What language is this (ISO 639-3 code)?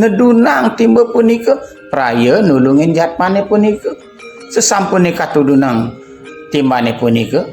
ban